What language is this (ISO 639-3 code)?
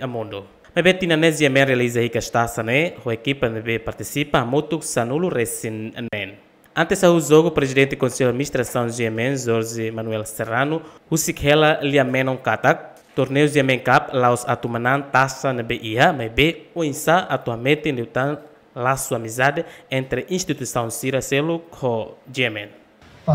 tet